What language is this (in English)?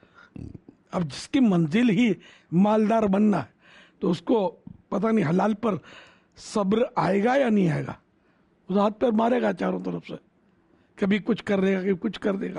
Urdu